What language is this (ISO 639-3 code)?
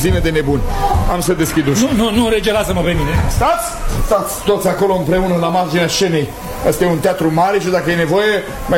ron